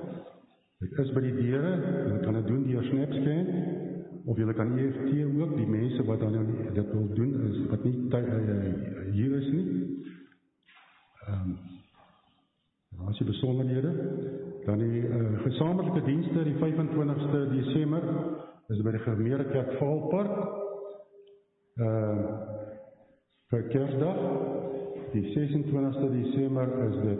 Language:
Afrikaans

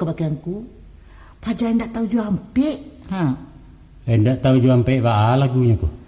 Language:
Minangkabau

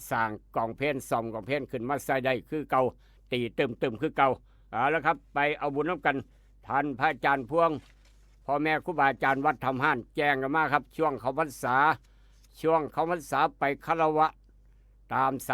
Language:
Northeastern Thai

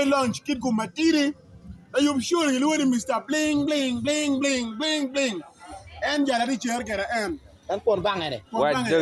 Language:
Acoli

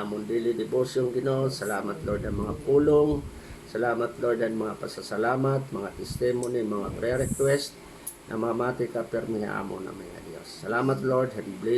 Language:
Waray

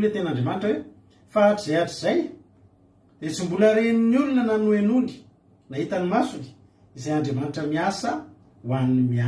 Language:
Malagasy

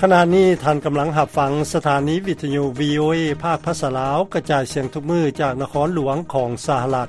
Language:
Lao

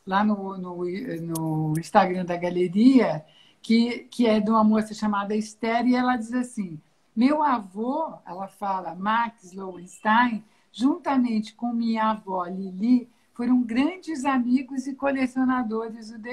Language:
Portuguese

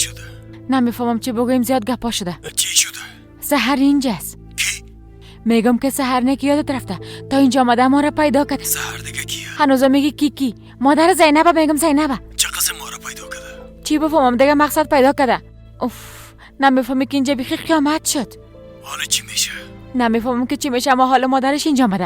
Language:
Persian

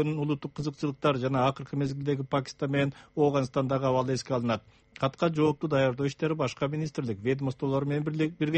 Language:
Kyrgyz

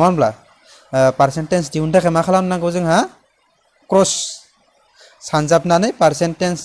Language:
Bodo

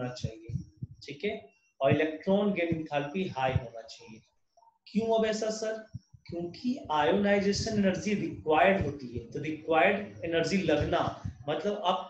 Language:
Hindi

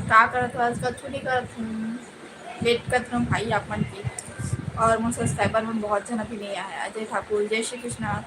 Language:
Chhattisgarhi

